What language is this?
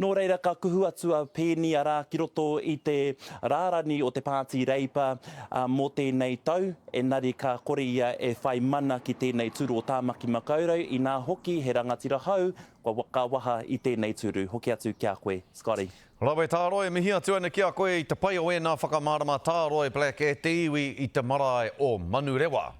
Māori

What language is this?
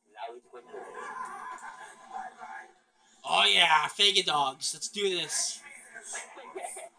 English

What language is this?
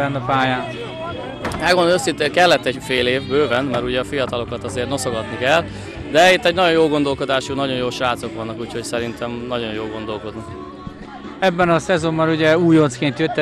Hungarian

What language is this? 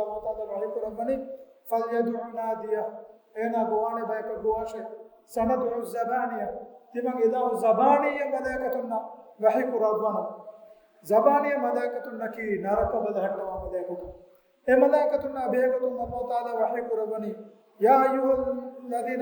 Divehi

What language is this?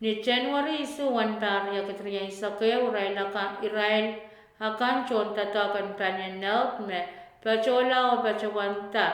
Pohnpeian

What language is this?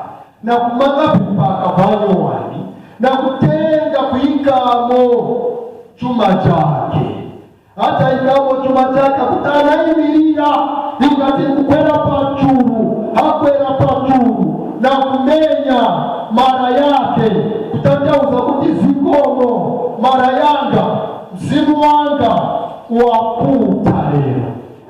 Nyanja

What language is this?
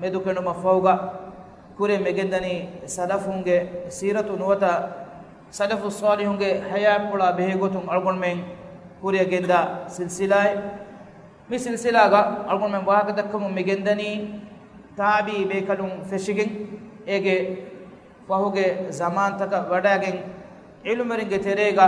Divehi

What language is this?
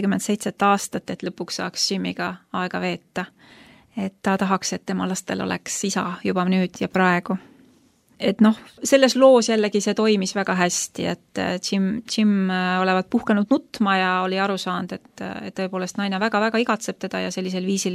Estonian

